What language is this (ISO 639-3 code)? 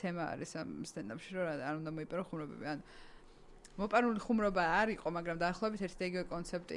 kat